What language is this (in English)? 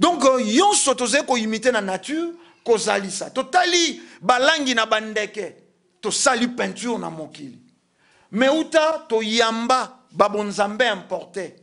Lingala